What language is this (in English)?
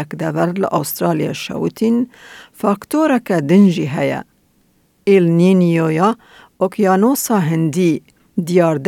Kurdish